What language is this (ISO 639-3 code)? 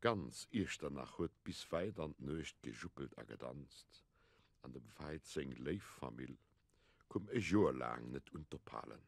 ltz